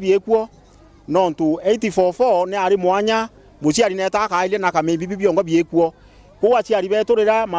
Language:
Meru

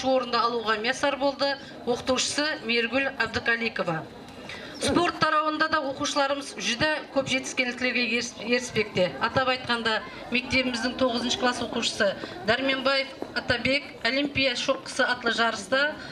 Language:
Kara-Kalpak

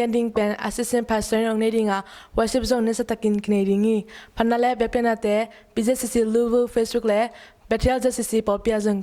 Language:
Tedim Chin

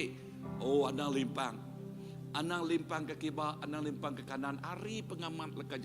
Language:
Iban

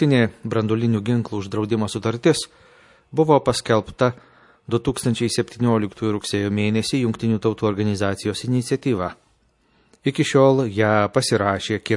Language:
Lithuanian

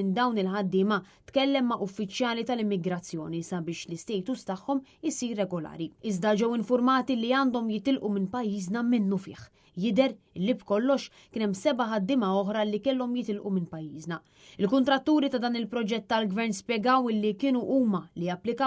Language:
Maltese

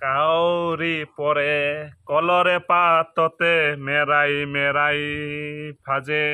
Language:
Assamese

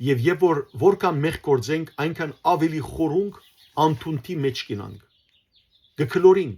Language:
Western Armenian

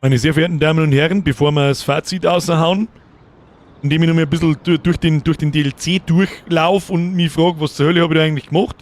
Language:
Bavarian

